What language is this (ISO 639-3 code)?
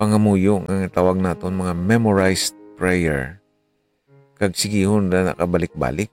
hil